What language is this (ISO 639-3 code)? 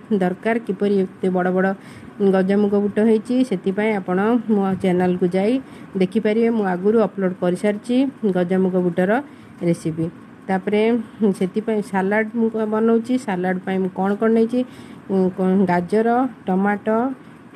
ori